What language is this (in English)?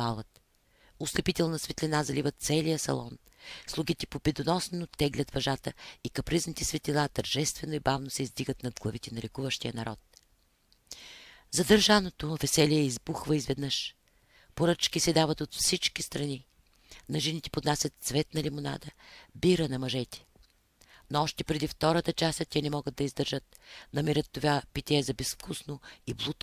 Bulgarian